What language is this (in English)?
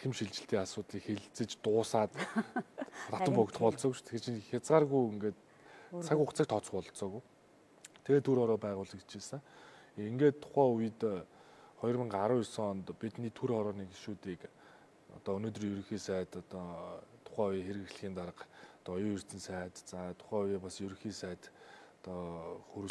Mongolian